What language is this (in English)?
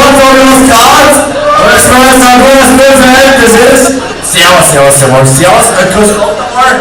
Bavarian